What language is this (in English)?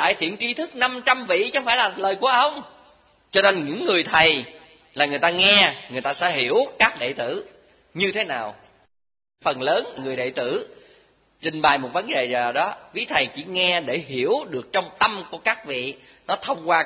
Vietnamese